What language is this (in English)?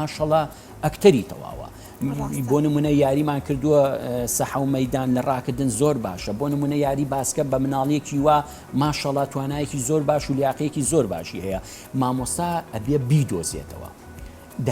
Central Kurdish